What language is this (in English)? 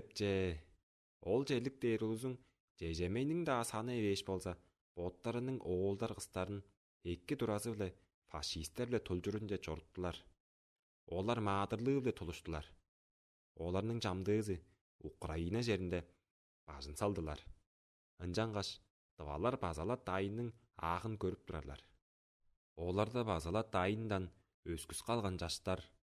Tuvinian